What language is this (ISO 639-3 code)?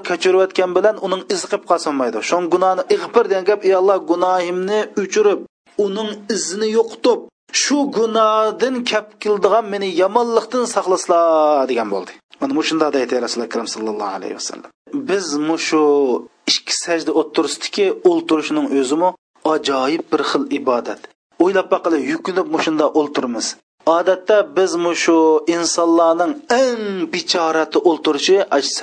uig